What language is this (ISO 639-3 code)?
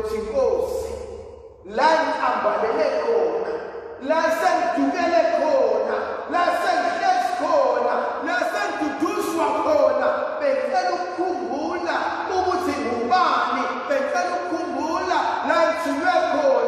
zul